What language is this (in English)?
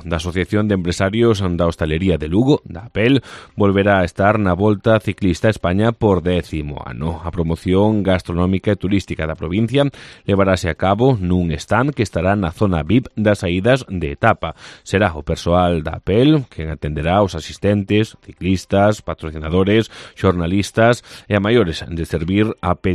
Galician